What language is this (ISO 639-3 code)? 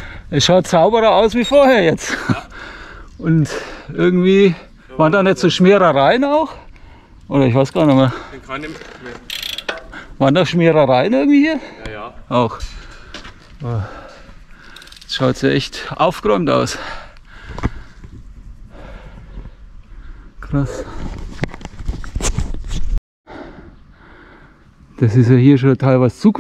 deu